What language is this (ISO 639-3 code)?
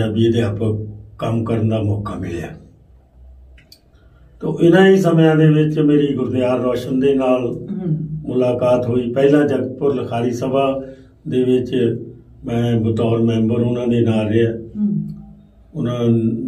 pan